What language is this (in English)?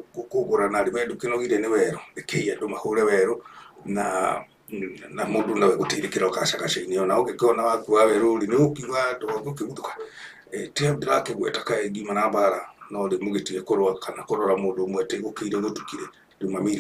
Kikuyu